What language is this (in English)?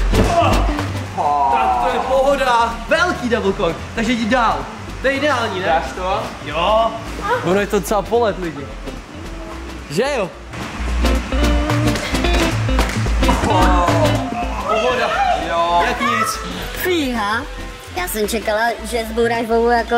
Czech